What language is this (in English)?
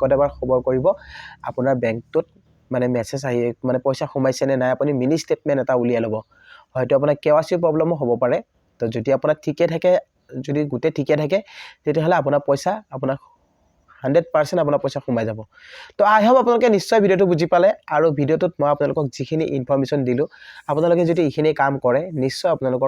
Assamese